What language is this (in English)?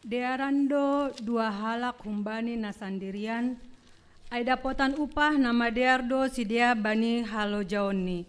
Batak Simalungun